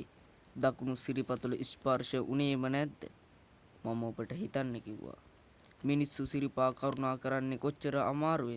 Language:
Sinhala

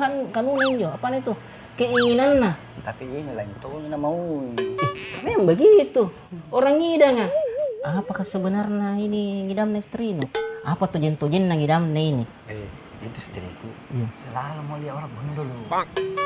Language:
Makassar Malay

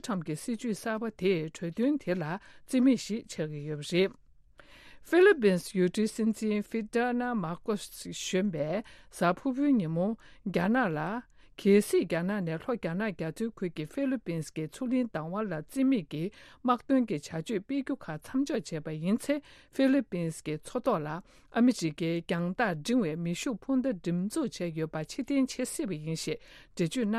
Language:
Tibetan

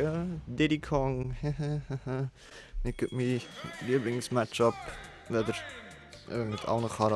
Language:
Swiss German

